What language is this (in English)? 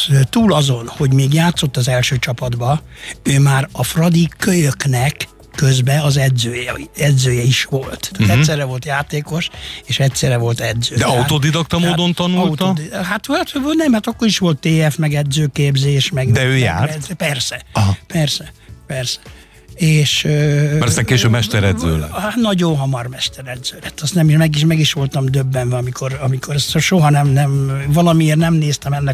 Hungarian